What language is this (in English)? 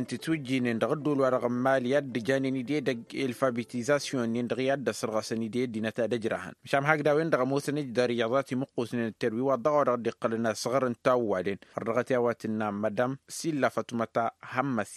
Tamasheq